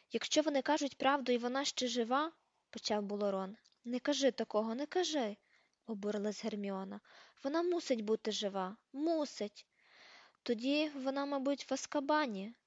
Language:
Ukrainian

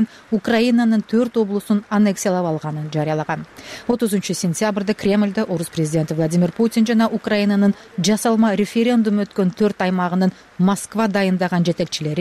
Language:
Kyrgyz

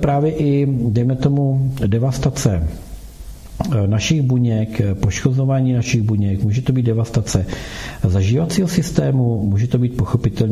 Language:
Czech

